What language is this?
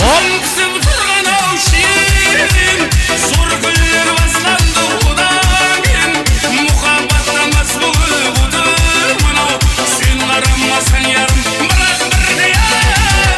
Kara-Kalpak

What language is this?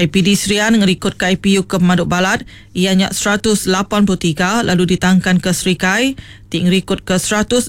Iban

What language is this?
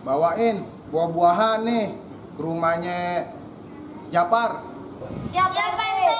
Betawi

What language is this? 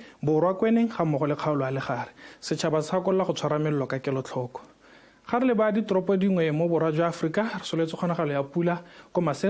Tswana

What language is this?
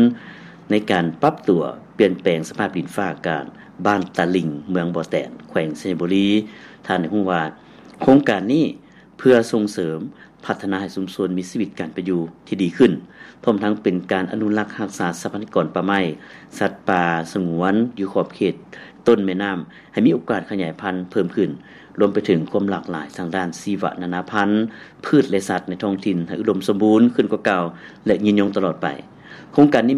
Lao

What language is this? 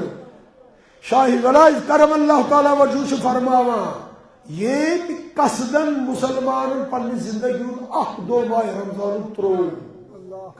Kashmiri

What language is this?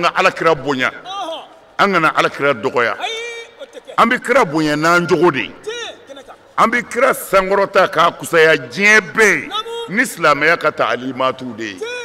Bambara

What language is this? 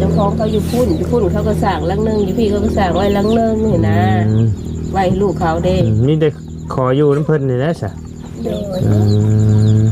Lao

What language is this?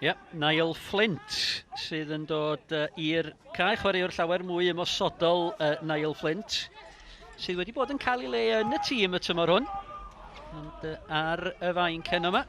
Welsh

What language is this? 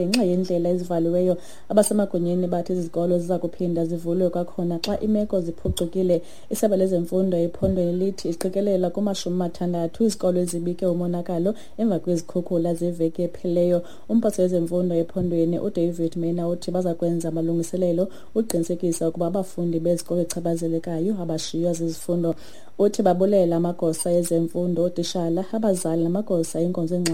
Xhosa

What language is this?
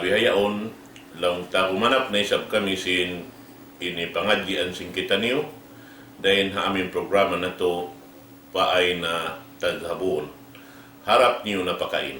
Tausug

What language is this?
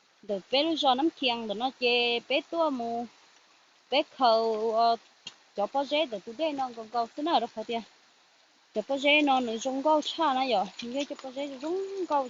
Hmong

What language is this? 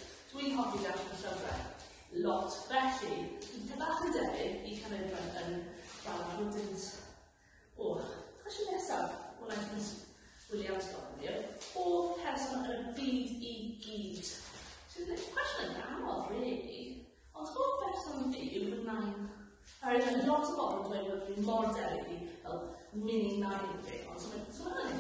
Welsh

